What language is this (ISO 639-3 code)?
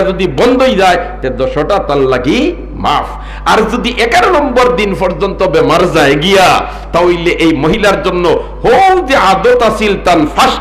syl